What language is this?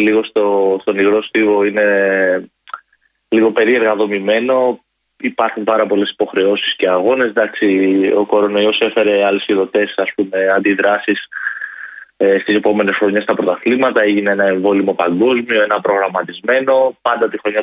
Greek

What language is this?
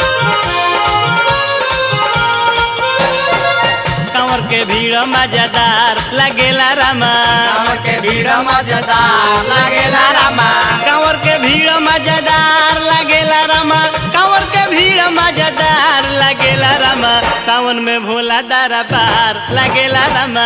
Bhojpuri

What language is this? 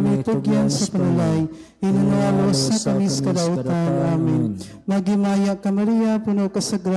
Cebuano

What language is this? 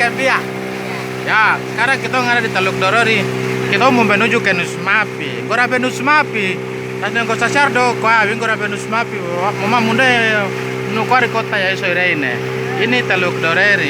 Papuan Malay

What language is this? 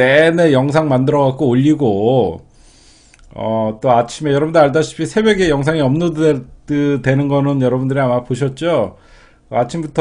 Korean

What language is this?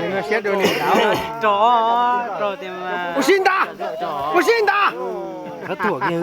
Hmong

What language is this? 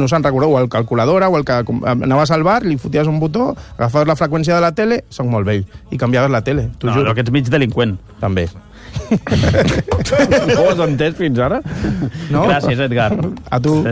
Catalan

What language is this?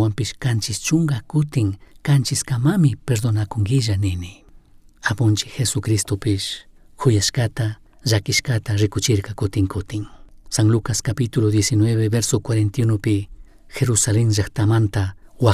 Chimborazo Highland Quichua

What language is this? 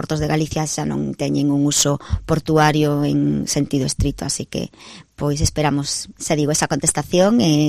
Galician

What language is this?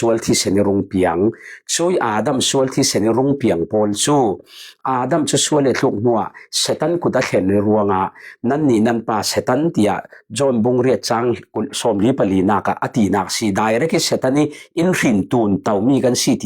Falam Chin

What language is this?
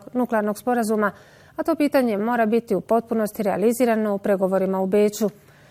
Bosnian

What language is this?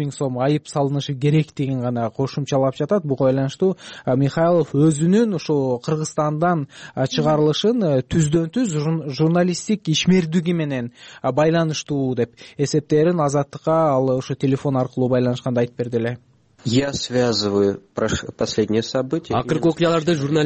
Kyrgyz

